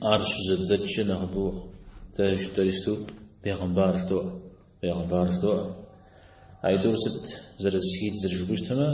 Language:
Kabardian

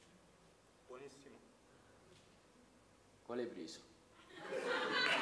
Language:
Italian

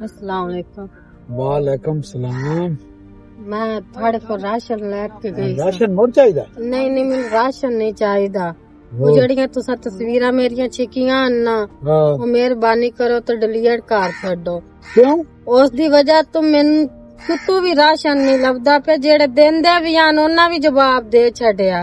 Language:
Western Panjabi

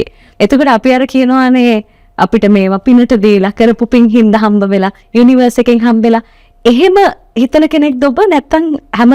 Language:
Sinhala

